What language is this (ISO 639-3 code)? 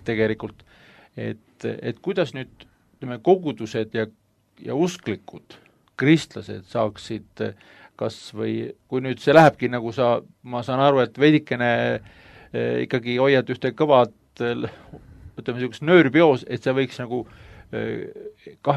est